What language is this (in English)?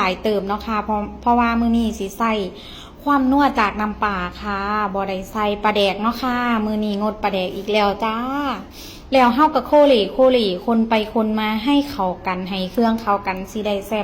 Northeastern Thai